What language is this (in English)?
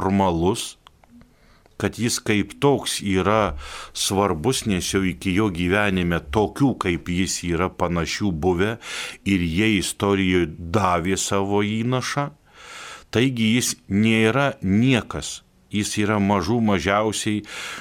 Lithuanian